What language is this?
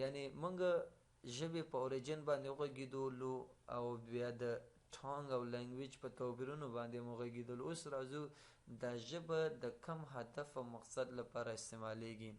Pashto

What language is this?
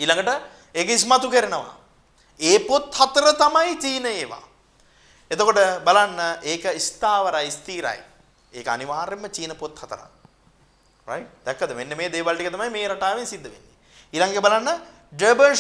Sinhala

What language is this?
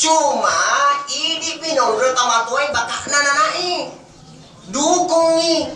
Buginese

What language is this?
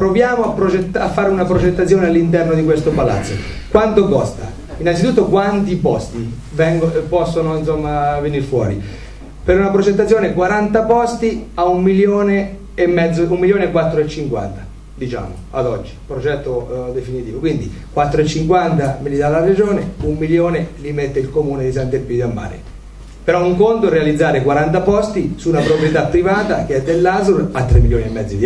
Italian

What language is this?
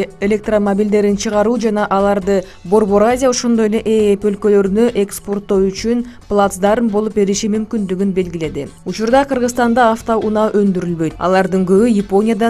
Kyrgyz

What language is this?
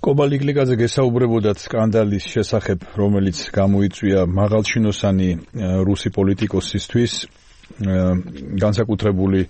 Georgian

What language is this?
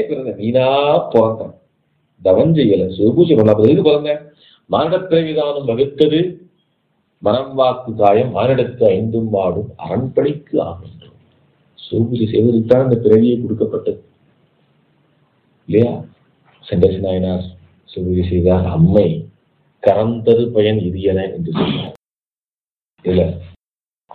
Tamil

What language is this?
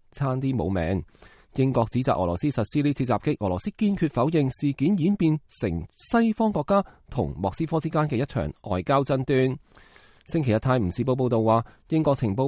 Cantonese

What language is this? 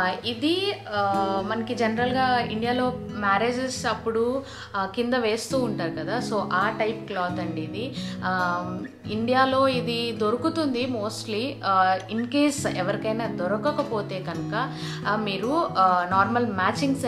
Telugu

